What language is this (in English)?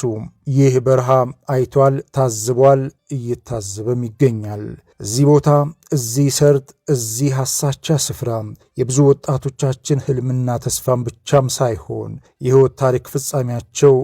Amharic